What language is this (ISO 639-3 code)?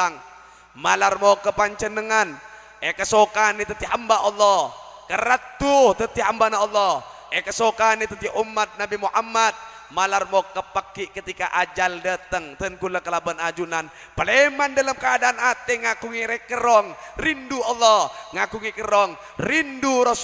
mad